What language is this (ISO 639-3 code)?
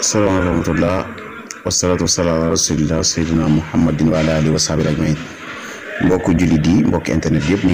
wol